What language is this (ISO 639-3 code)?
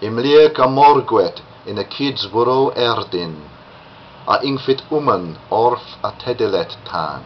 lat